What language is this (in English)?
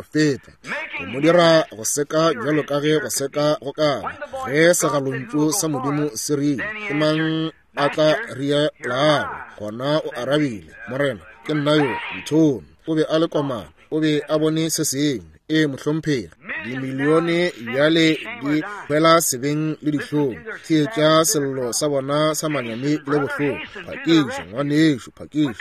Northern Sotho